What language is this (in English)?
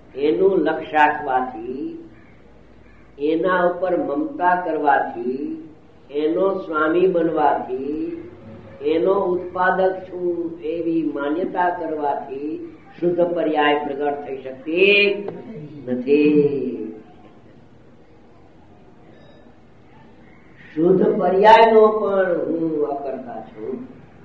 Gujarati